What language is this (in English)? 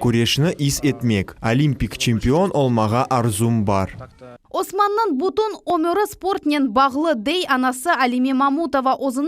Crimean Tatar